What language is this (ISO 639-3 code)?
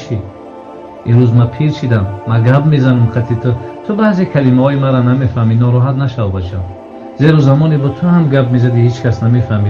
tgk